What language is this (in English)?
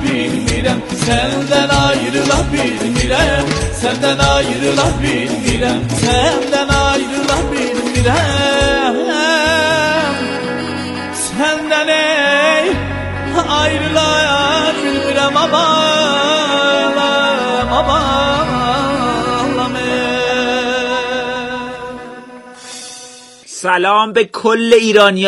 Persian